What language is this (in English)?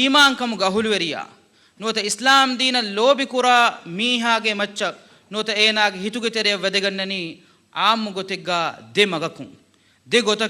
Divehi